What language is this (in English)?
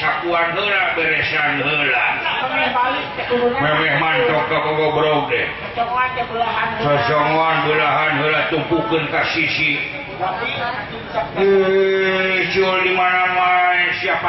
Sundanese